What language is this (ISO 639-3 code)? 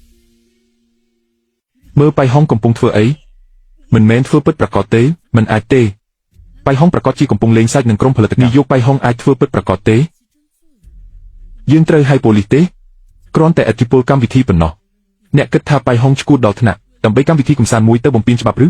khm